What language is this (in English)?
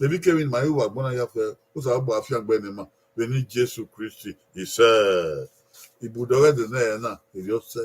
Bini